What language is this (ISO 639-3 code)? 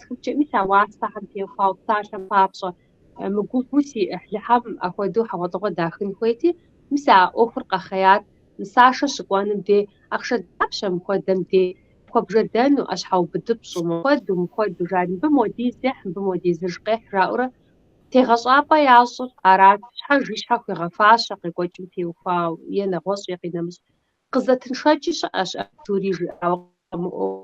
kbd